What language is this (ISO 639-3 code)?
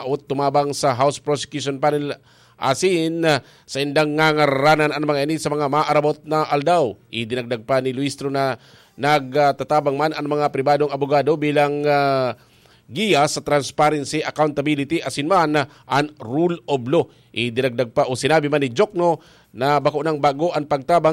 bik